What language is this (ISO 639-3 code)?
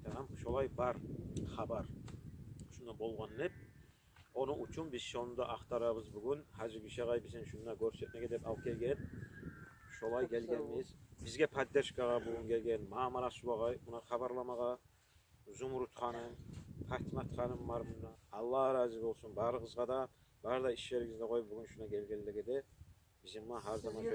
kum